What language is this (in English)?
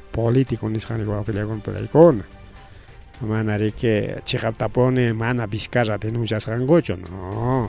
Ayacucho Quechua